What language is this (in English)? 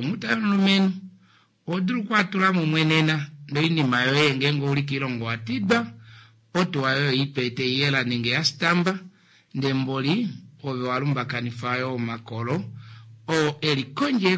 Kuanyama